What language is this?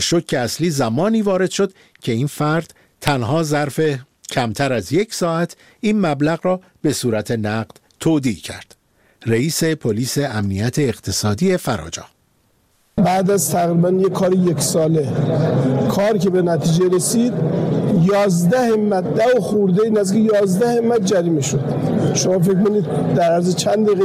Persian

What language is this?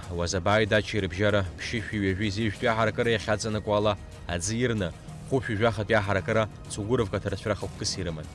Abkhazian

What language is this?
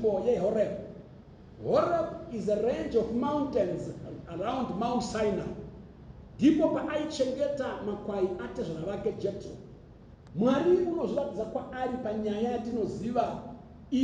Shona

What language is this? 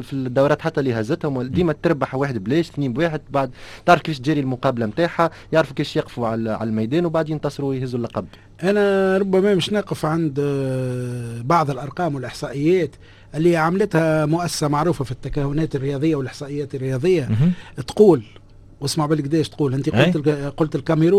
Tunisian Arabic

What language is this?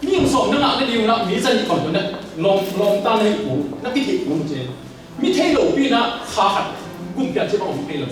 Tedim Chin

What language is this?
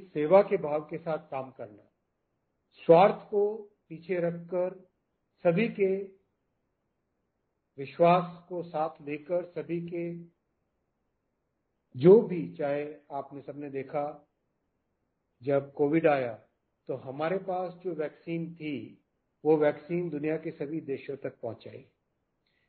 Hindi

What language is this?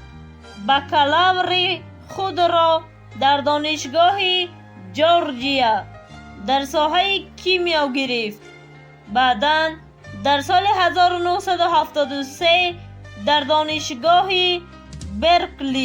Tajik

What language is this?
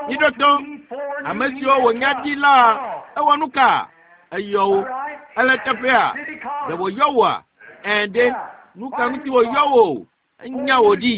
Ewe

